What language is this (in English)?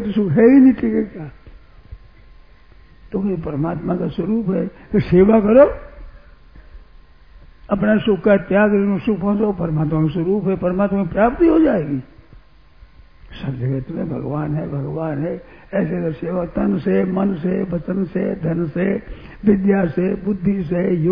Hindi